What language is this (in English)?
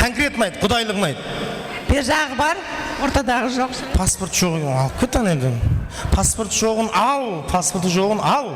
Kara-Kalpak